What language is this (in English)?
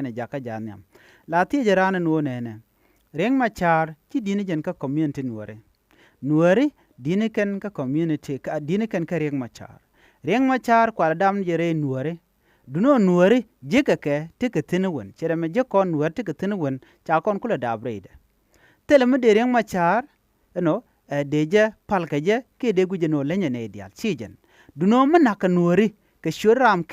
Nuer